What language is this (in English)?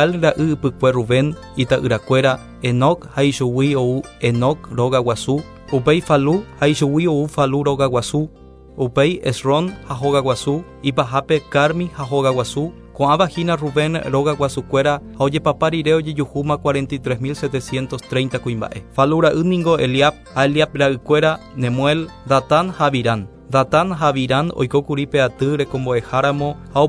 Guarani